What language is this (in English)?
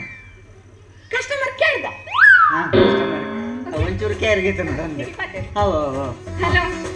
Kannada